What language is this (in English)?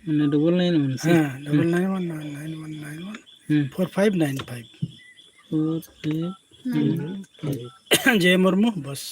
Santali